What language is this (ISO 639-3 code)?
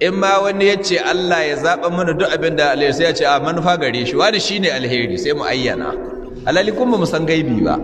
hau